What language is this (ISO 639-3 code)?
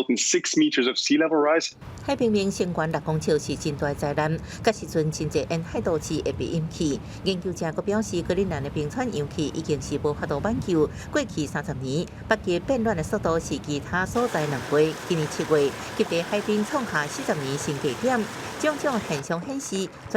nan